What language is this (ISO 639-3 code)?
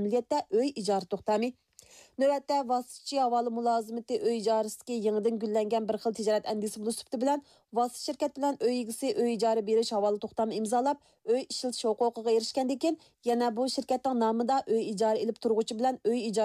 uig